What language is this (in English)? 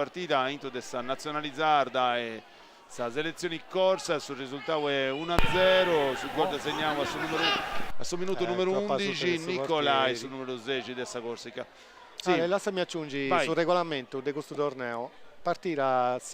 Sardinian